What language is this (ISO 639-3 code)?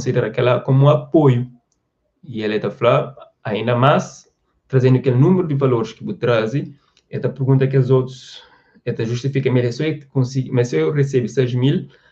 kea